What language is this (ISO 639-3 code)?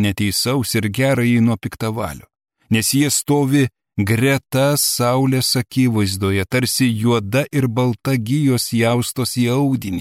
lit